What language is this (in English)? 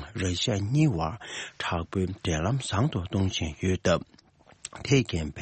Tibetan